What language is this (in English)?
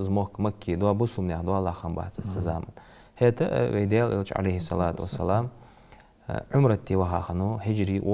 Ingush